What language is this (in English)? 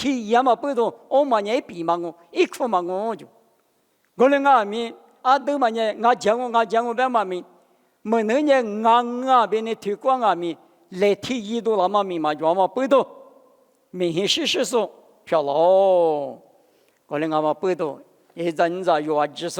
Lisu